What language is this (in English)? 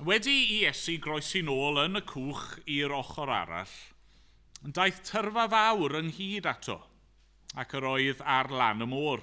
Welsh